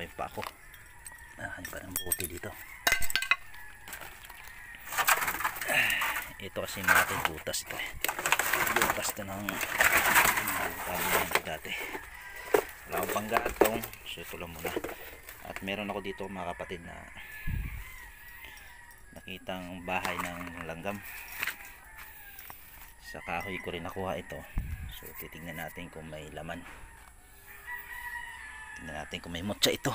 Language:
Filipino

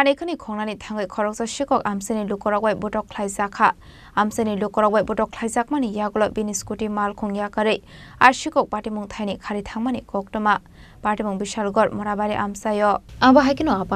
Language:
Kok Borok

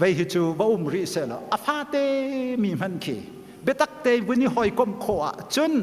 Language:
Hakha Chin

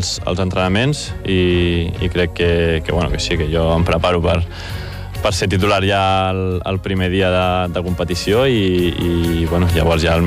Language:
Catalan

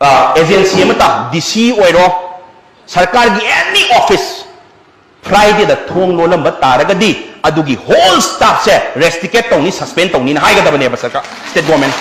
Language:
Manipuri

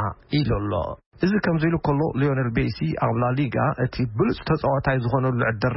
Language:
Tigrinya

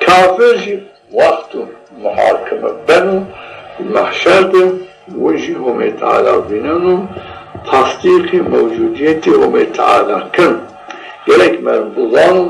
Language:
Zaza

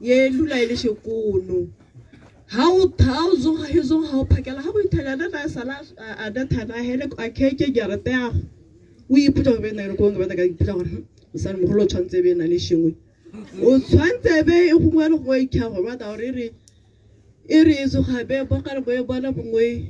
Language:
Tswana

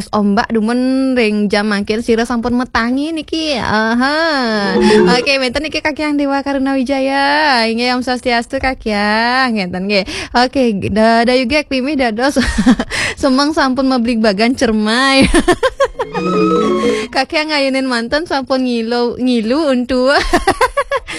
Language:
Balinese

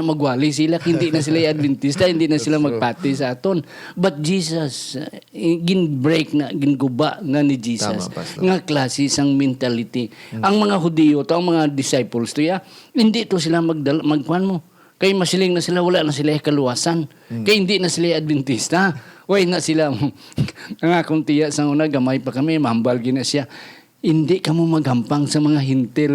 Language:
Hiligaynon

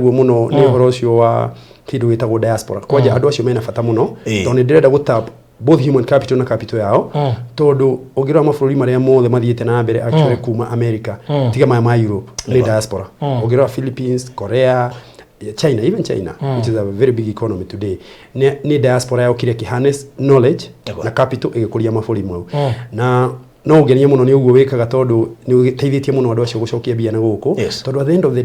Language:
Kikuyu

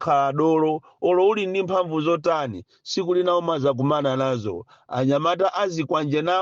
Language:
Nyanja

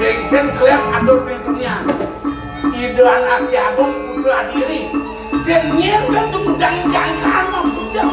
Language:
Balinese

